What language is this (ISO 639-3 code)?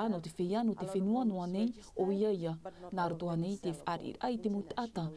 tah